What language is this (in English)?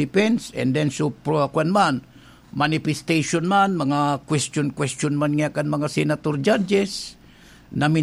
Bikol